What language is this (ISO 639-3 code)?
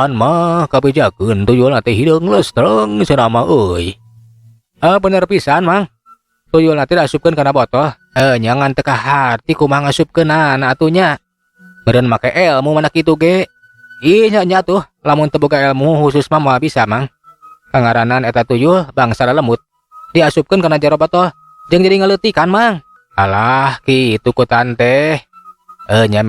sun